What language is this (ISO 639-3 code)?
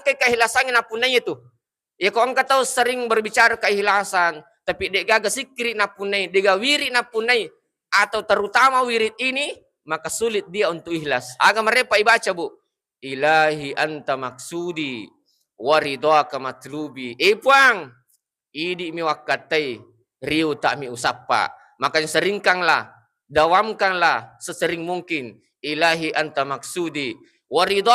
bug